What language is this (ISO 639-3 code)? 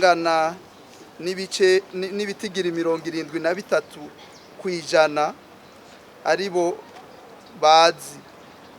run